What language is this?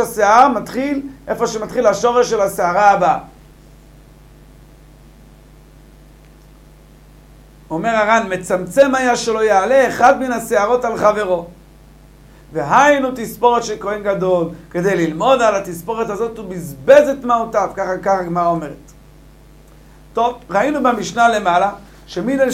Hebrew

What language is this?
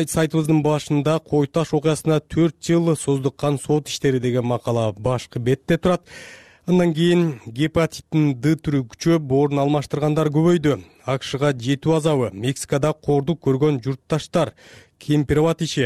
Kyrgyz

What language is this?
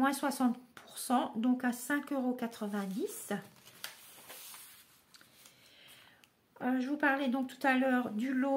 French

